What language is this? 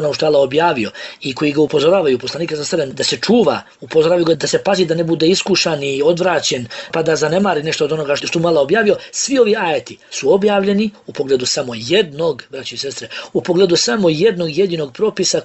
Bosnian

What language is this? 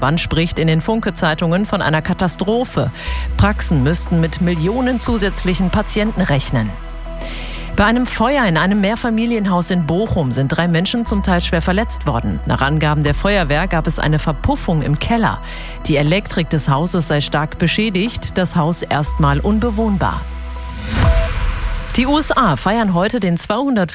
German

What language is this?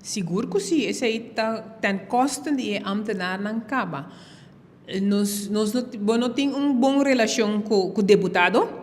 Papiamento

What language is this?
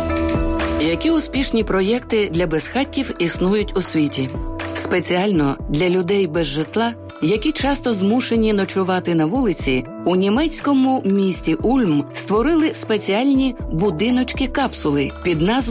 Ukrainian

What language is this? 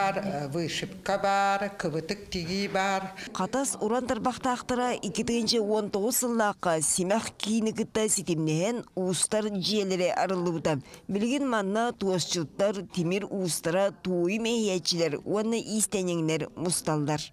Yakut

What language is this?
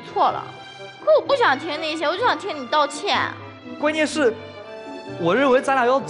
Chinese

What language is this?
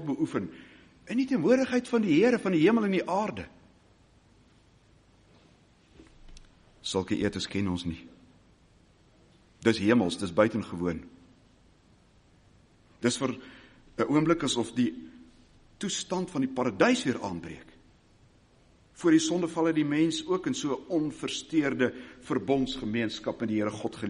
Afrikaans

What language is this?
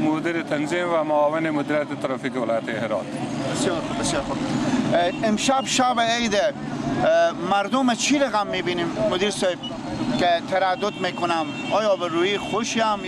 Persian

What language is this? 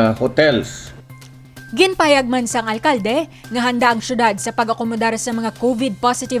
Hiligaynon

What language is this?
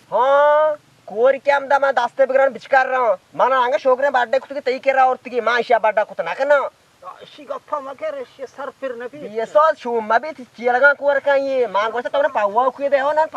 Baluchi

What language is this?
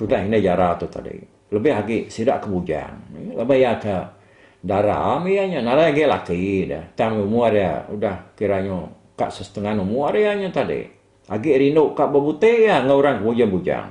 Iban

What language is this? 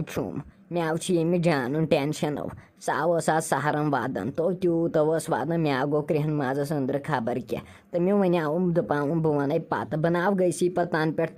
Kashmiri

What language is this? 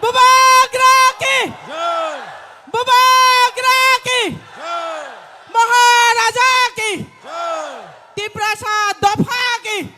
Kok Borok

